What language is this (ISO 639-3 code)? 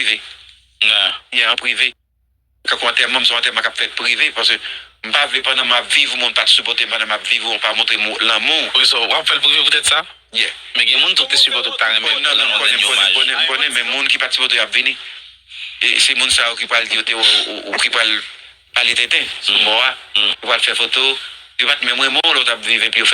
hat